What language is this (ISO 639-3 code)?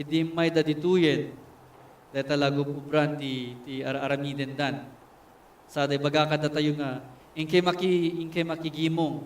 ilo